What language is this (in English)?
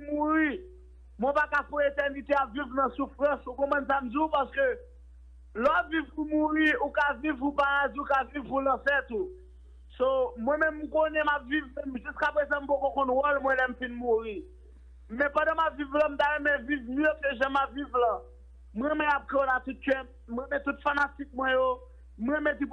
Haitian Creole